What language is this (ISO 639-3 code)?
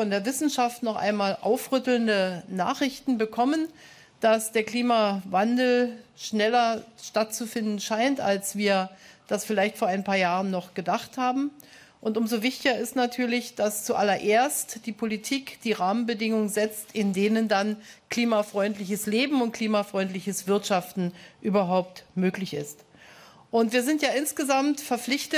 deu